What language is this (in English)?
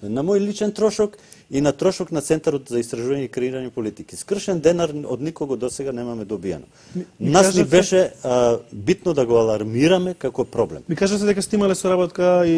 Macedonian